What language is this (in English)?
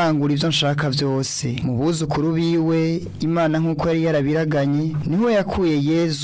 Rundi